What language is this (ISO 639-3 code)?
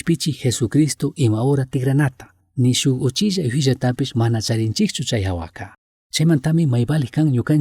qug